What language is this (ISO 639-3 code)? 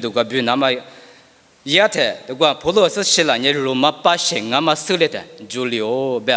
lis